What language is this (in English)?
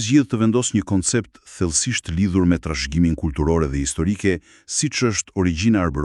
Albanian